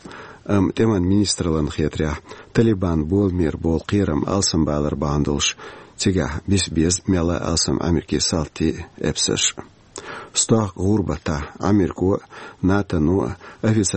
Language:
Chechen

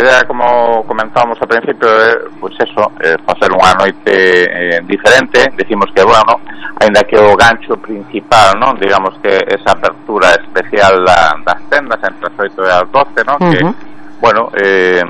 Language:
Galician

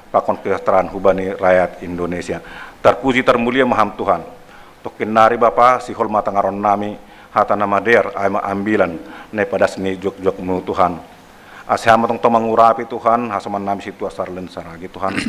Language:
Batak Simalungun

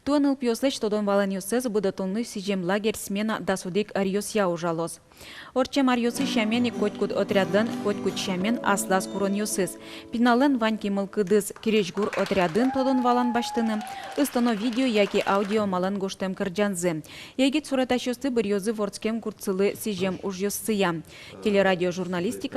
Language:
Udmurt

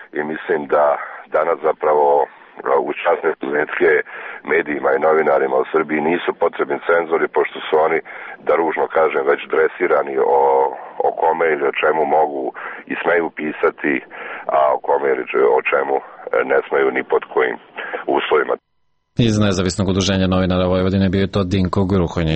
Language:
Serbian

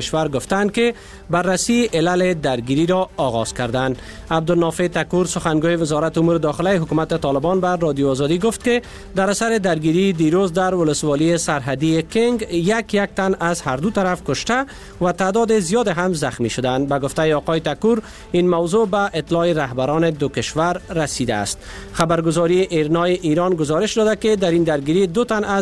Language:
Persian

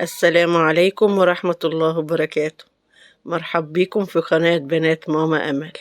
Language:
Egyptian Arabic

